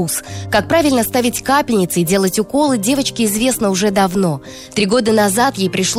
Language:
Russian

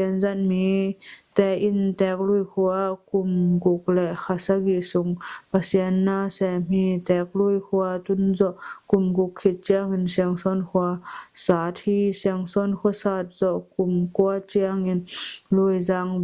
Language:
Tedim Chin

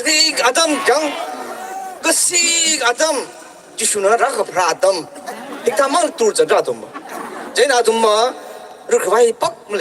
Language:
Tangkhul Naga (India)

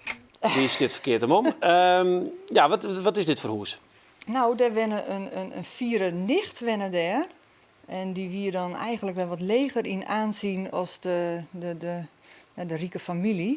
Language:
Western Frisian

